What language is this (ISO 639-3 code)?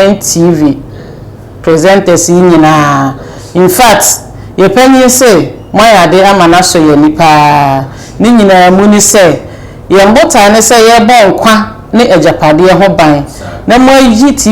aka